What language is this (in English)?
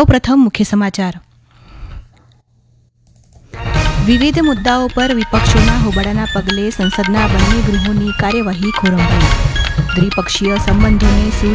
Gujarati